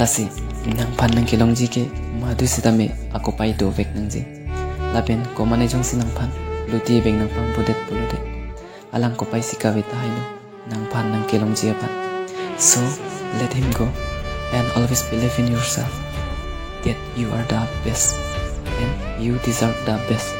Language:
Karbi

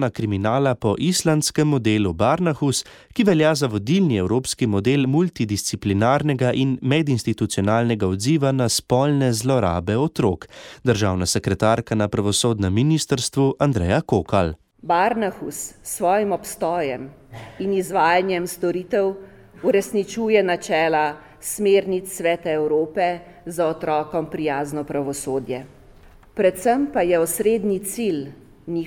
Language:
Slovenian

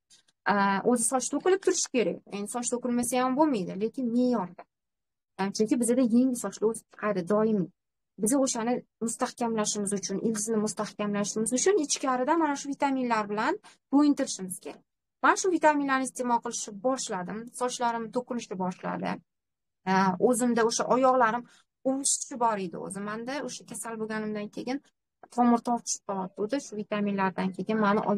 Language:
Uzbek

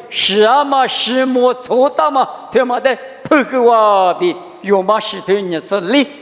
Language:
Lisu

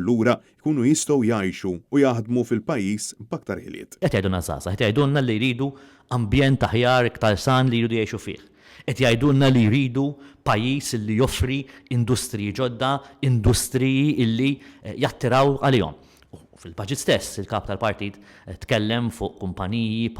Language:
Maltese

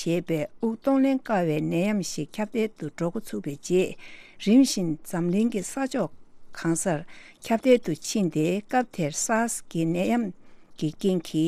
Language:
Tibetan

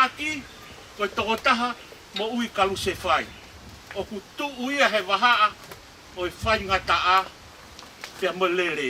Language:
Tongan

